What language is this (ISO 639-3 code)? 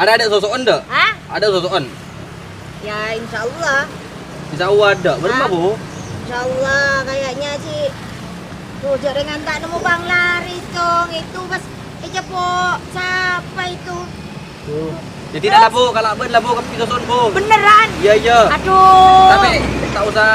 mad